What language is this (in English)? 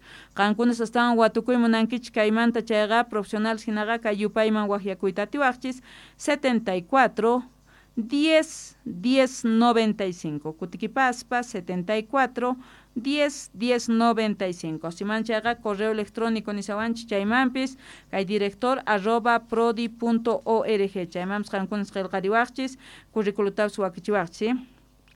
South Bolivian Quechua